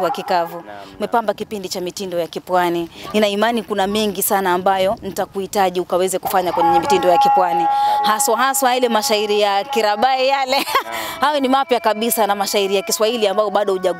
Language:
Swahili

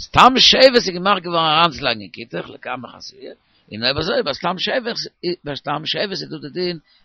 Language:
Yiddish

